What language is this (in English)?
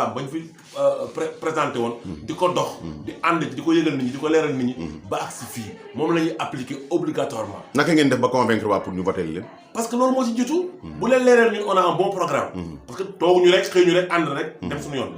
Wolof